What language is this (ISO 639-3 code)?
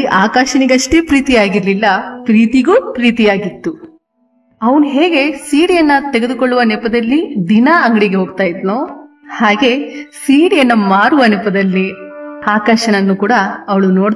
kan